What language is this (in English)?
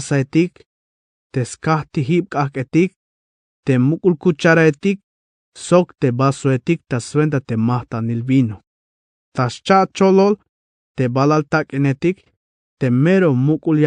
Tzeltal